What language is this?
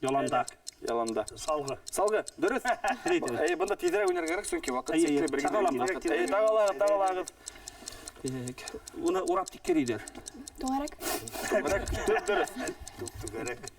Bashkir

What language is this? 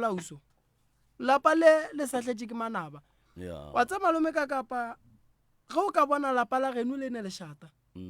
Northern Sotho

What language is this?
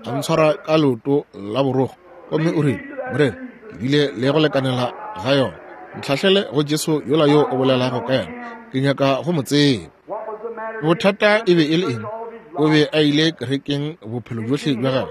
Northern Sotho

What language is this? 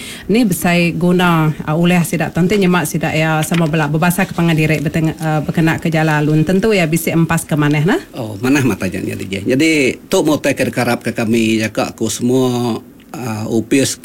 Iban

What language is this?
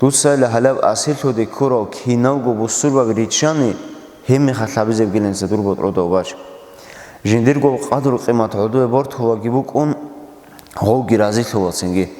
Avaric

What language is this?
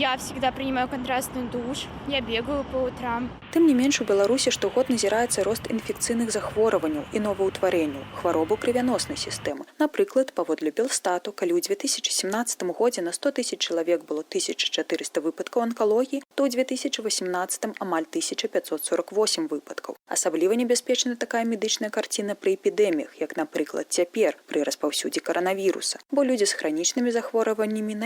Belarusian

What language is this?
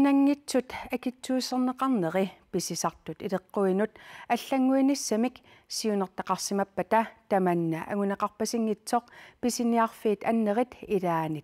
Kalaallisut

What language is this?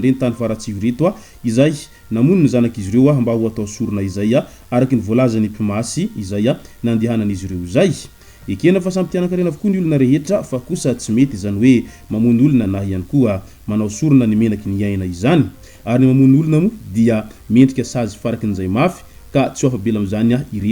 Malagasy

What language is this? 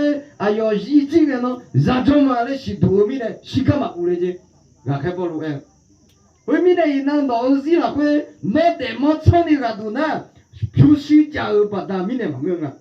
Akha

